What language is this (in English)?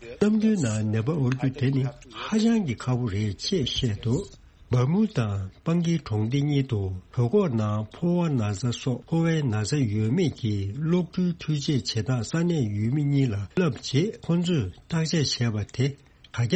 Tibetan